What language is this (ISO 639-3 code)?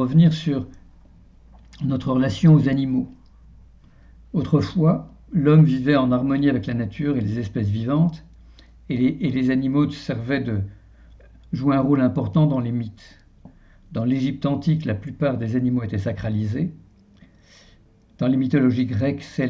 fra